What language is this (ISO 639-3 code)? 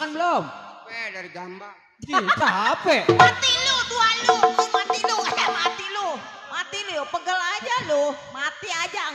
bew